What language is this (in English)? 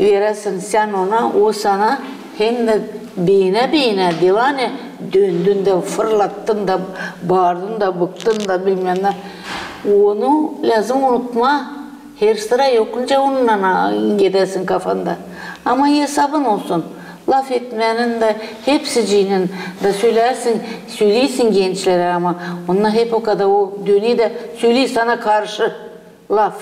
Gagauz